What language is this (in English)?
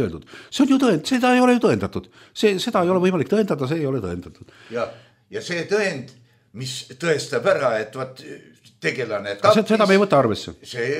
Estonian